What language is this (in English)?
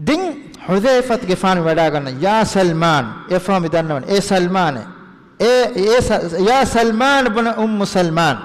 Divehi